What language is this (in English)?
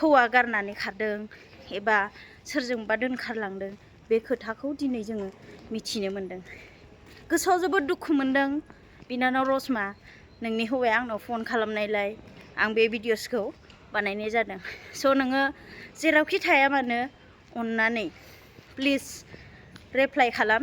Bodo